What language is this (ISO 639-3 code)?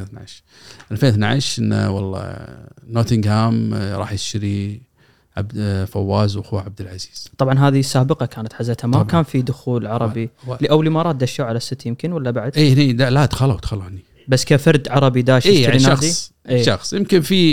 afb